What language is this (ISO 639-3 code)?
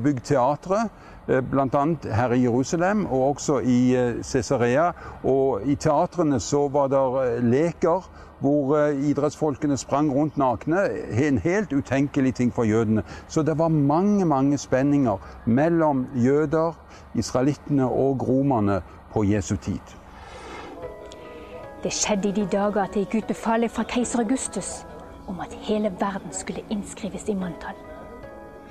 nor